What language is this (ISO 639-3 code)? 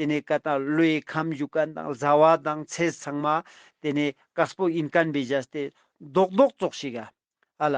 lbj